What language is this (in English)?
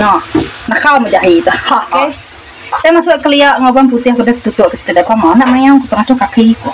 Iban